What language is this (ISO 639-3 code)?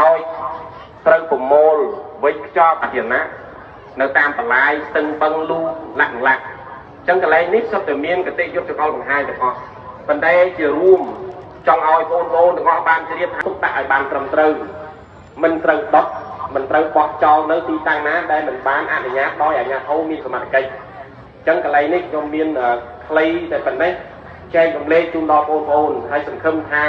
khm